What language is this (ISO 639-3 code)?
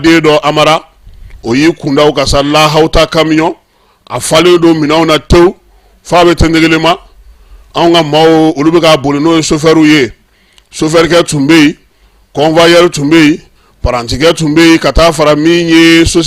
bam